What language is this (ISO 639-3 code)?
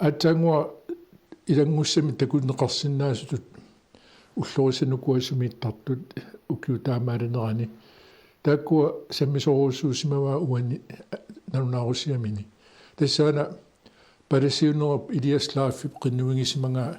kal